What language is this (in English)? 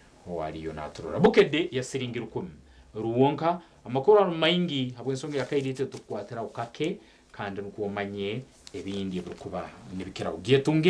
Nyankole